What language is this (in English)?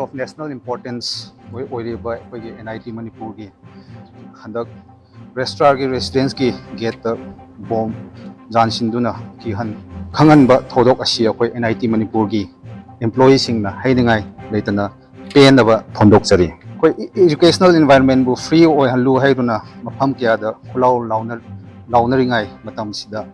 Manipuri